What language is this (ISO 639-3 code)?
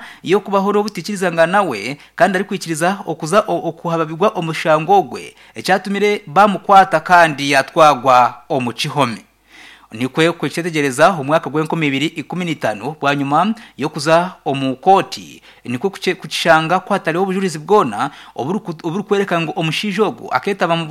nyn